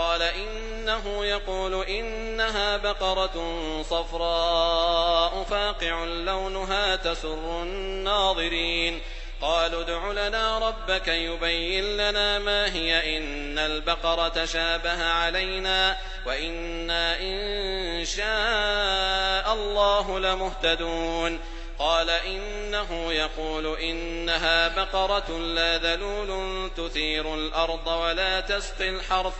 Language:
Arabic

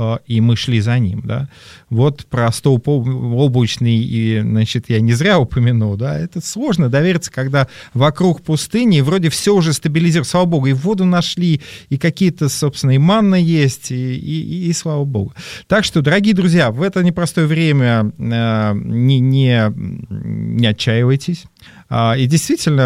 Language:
Russian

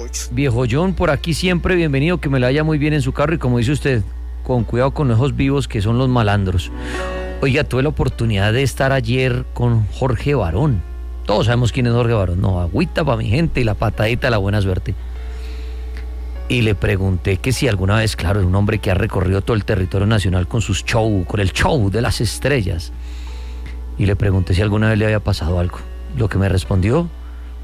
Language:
Spanish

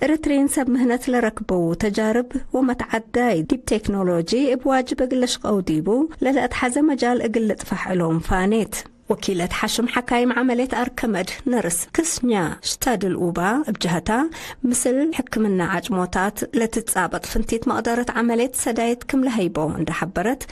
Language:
Tigre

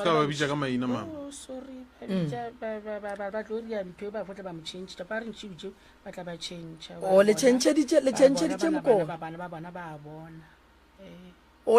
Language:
Northern Sotho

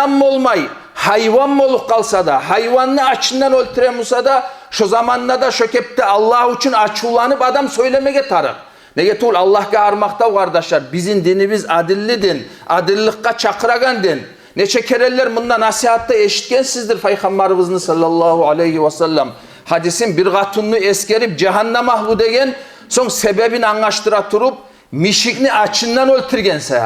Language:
Kumyk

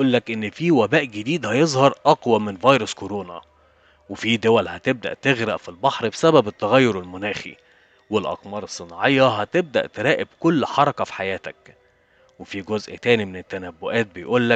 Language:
Egyptian Arabic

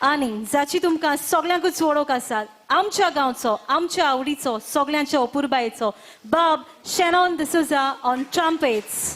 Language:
Konkani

